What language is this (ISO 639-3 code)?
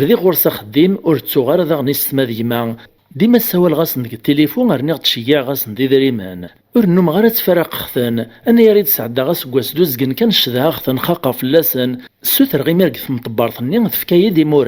kab